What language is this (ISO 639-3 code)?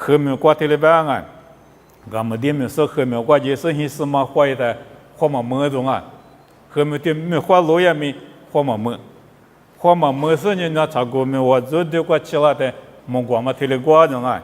lis